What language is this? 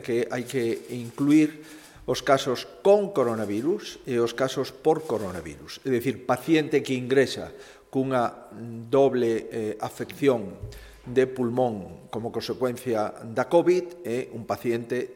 Galician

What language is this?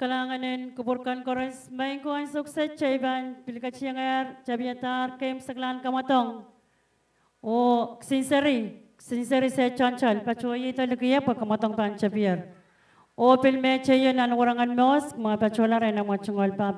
Pohnpeian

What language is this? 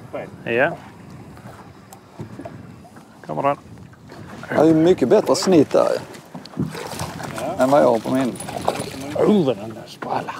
Swedish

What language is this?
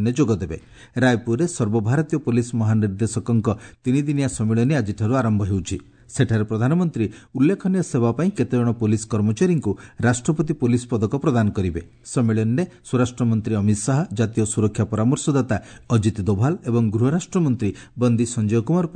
Odia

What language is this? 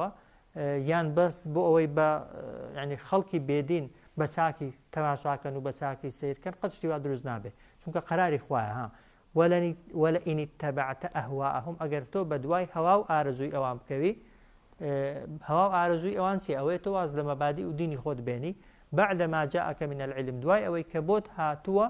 Central Kurdish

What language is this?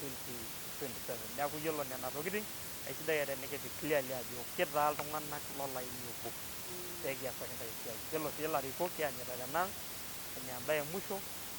Masai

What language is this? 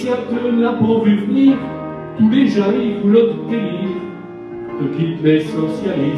Picard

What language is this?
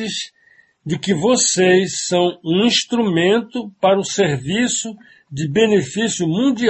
Portuguese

